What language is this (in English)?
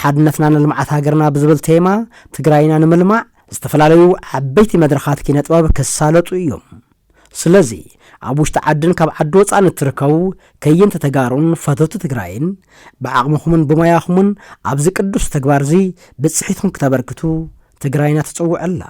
Tigrinya